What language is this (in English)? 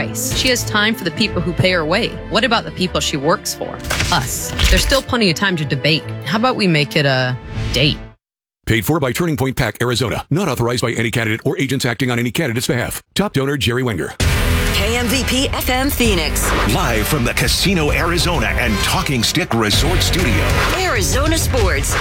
English